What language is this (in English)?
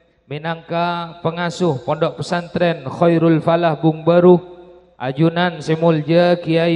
Madurese